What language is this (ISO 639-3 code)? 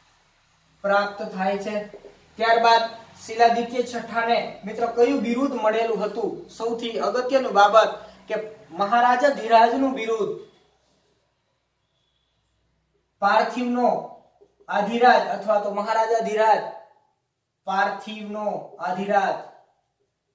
guj